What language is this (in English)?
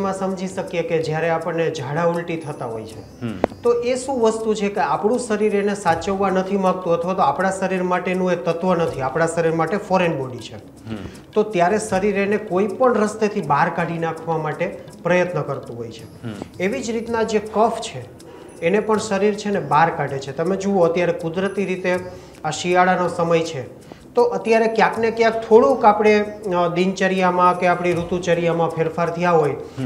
Gujarati